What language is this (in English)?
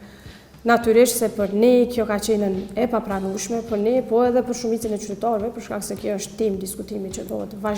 Albanian